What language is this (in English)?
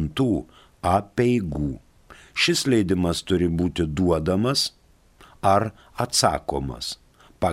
Lithuanian